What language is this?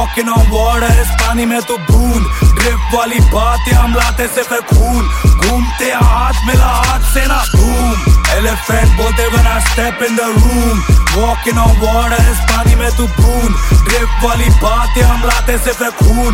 Hindi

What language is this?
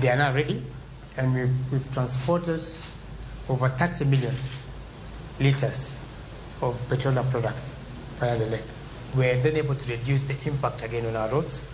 Luo (Kenya and Tanzania)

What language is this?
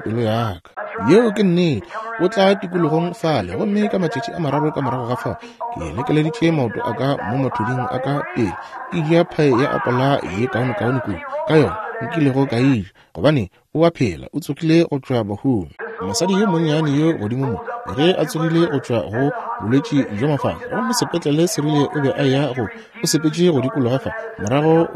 Northern Sotho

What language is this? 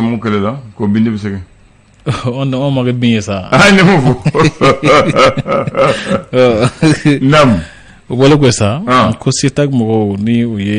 Bambara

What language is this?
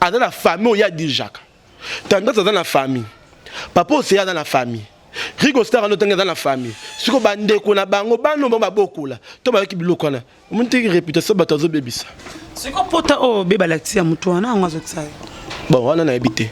Lingala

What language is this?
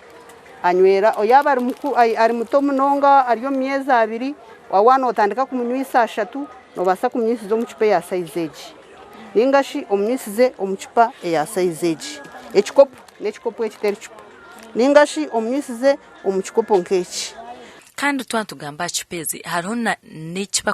Nyankole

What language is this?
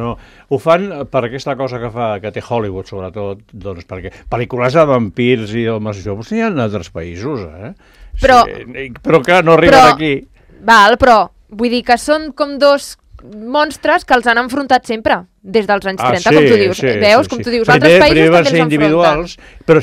Catalan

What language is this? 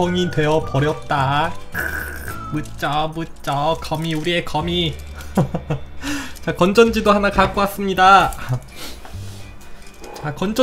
Korean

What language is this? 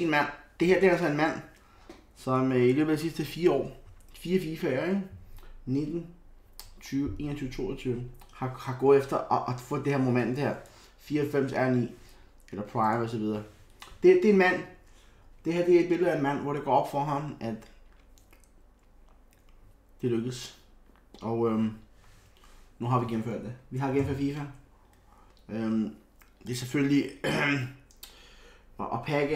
Danish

